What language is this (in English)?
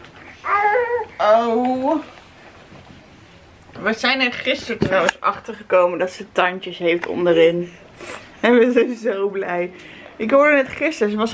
Dutch